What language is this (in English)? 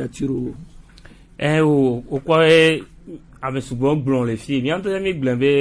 Gen